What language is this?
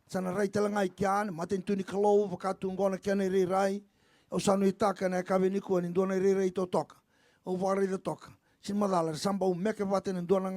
Fijian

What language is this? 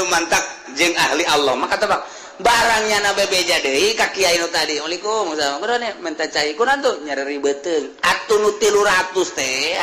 Sundanese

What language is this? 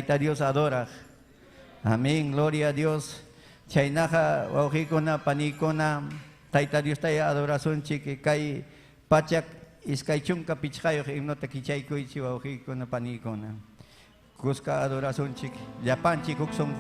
Ayacucho Quechua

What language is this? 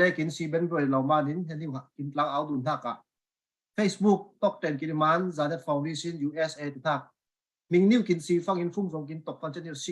Falam Chin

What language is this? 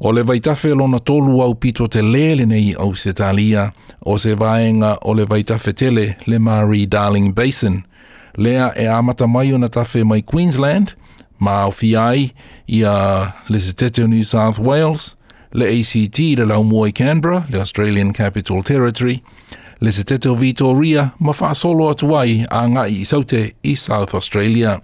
Samoan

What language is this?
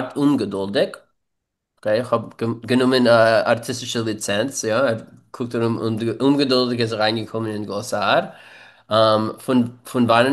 Yiddish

